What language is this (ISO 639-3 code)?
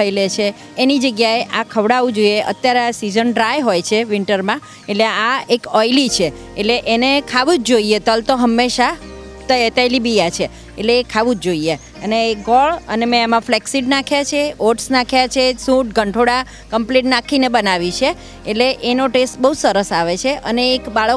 guj